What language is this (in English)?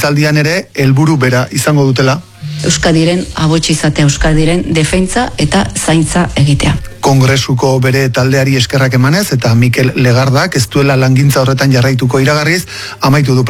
Basque